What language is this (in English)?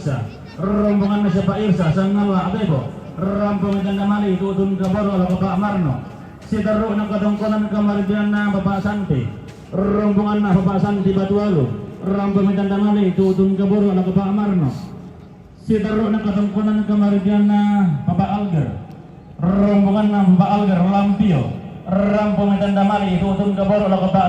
Toraja-Sa'dan